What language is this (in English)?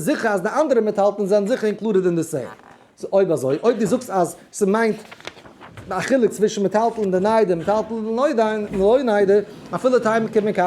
Yiddish